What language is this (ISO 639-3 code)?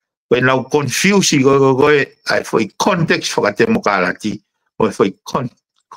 ton